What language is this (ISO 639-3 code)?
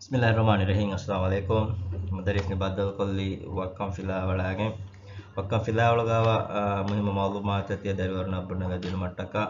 div